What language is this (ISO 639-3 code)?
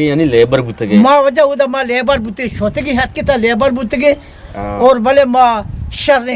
bgp